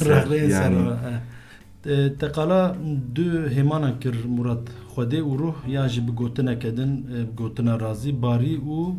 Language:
Kurdish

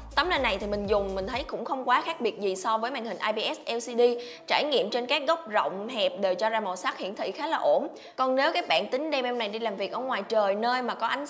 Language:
Vietnamese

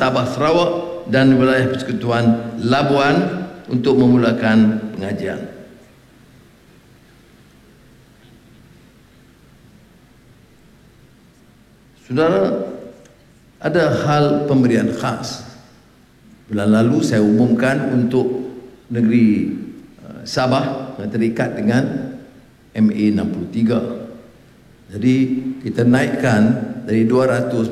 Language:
Malay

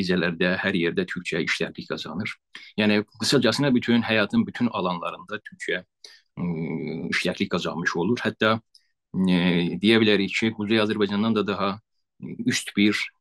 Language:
South Azerbaijani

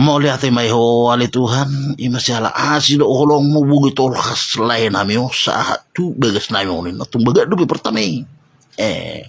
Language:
Batak Toba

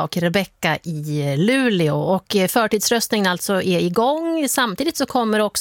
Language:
Swedish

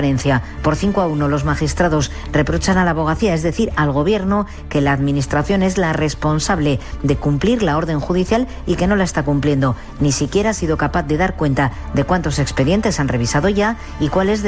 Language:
Spanish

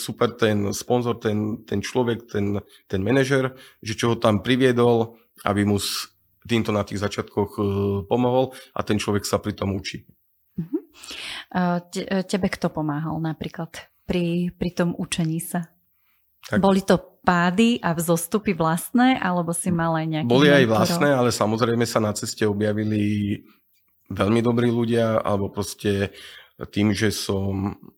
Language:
Slovak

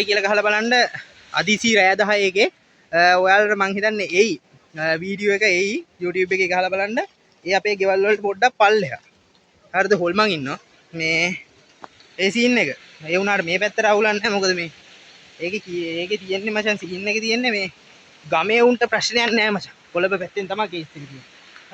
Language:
Sinhala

